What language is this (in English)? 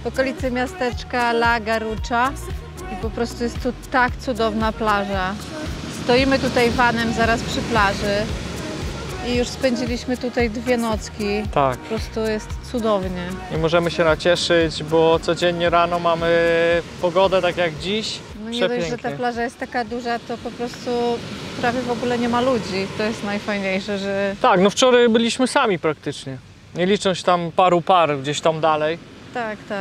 Polish